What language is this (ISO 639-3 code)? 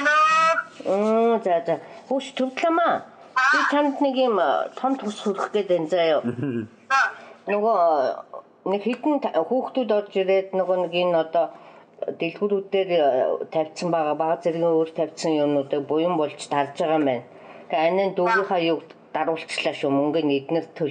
mon